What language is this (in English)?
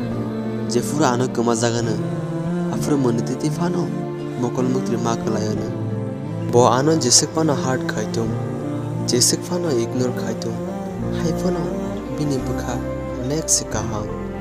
Kok Borok